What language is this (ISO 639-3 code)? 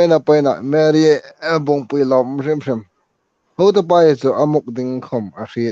hmr